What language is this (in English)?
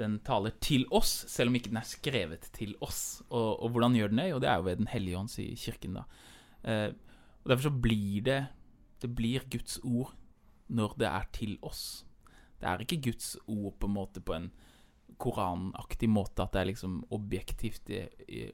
Norwegian